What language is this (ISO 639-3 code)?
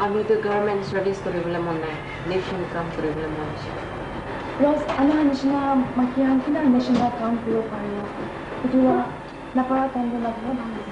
nag